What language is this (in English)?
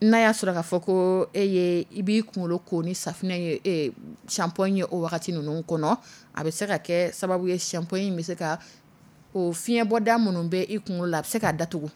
Dyula